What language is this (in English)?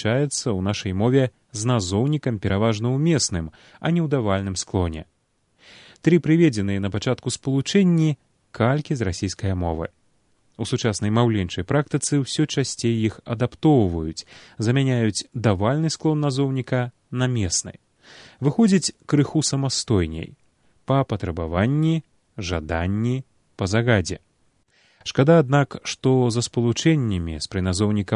Belarusian